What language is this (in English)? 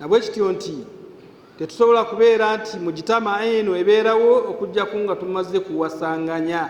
Ganda